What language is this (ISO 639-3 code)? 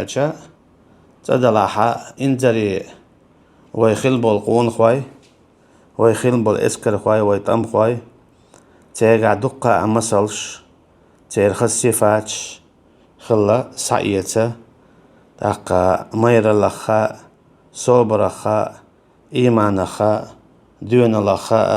che